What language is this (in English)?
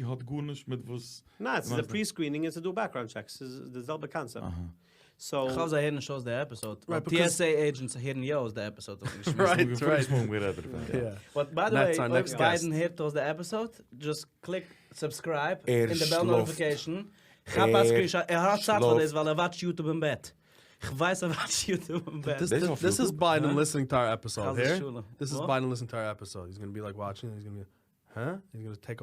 Yiddish